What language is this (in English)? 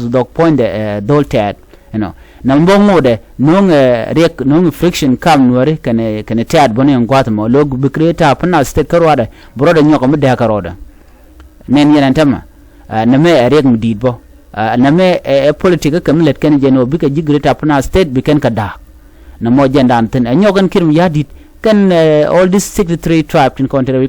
Nuer